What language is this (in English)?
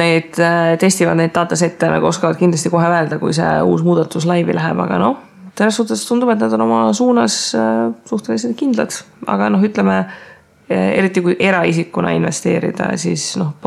Estonian